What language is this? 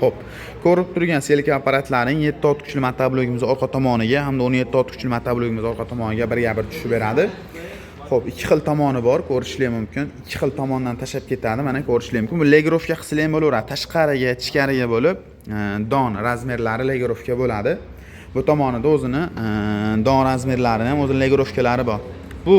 Uzbek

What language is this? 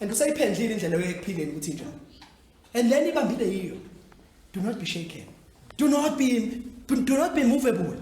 Zulu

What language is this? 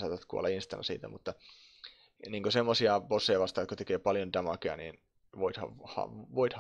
Finnish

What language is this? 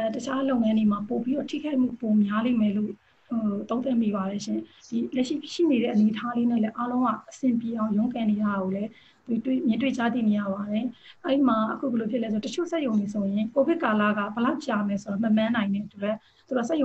Burmese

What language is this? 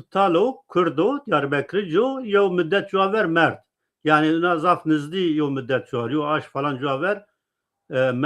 Zaza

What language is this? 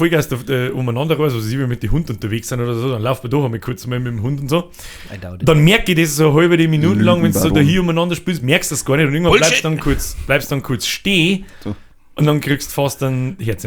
Bavarian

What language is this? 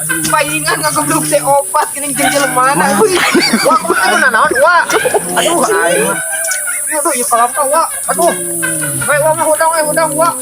Sundanese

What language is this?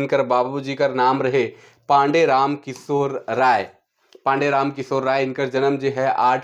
Sadri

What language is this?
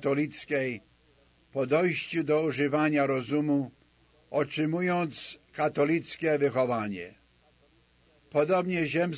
Polish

